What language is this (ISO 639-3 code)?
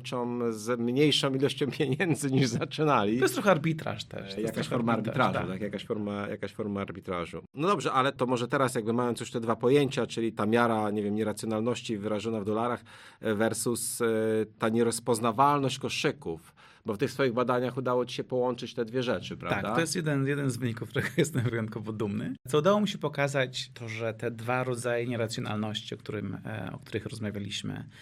pol